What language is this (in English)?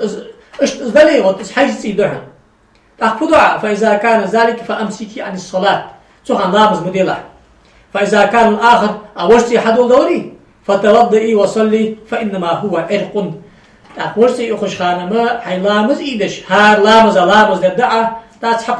Ingush